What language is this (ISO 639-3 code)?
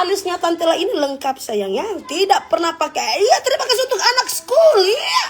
xmm